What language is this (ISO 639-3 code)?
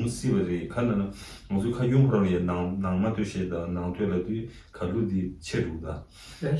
bod